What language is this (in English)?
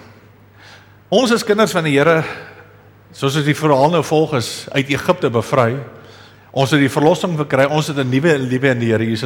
Afrikaans